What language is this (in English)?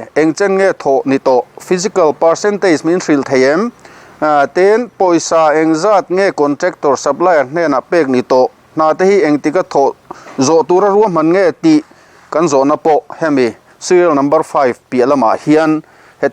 Mizo